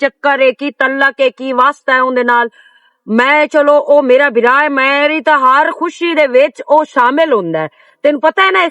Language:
Western Panjabi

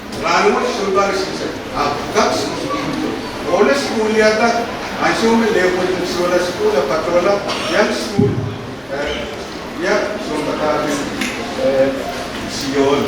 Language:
Pohnpeian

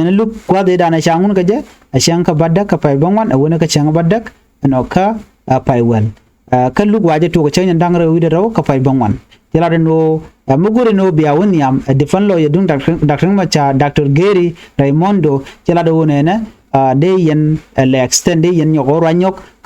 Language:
Nuer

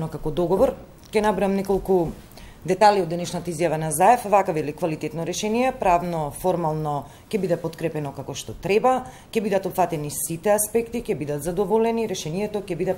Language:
Macedonian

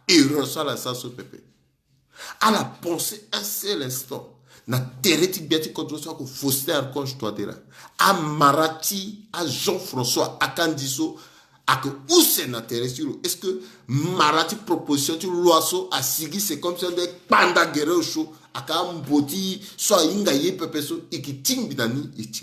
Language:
Sango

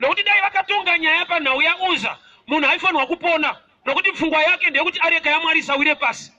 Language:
Shona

